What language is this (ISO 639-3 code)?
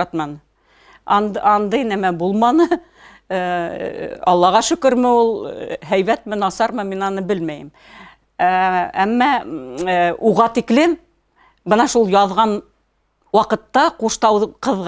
bak